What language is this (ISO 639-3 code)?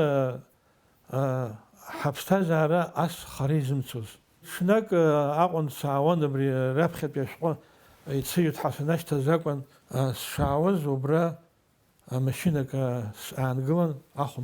abk